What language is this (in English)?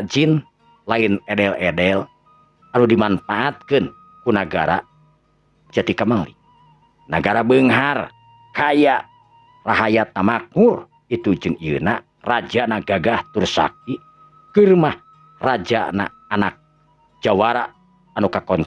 Sundanese